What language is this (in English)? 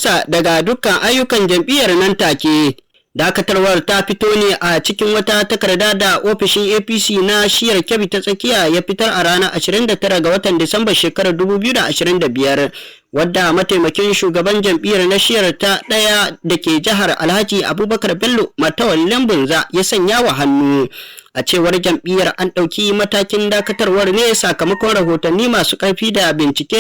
Hausa